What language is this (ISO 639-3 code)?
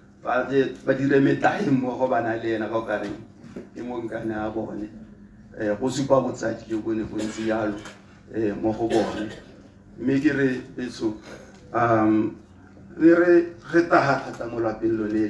tsn